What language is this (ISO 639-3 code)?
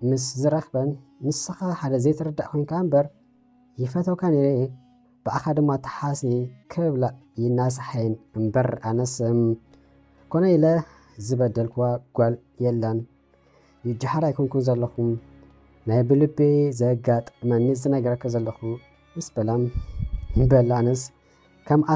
tir